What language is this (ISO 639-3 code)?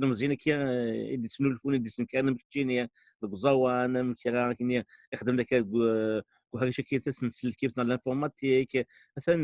kab